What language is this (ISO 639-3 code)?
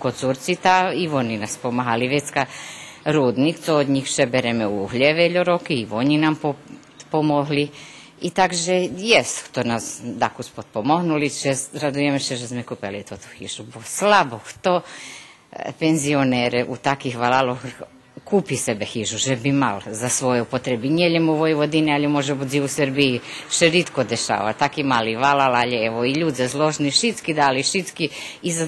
rue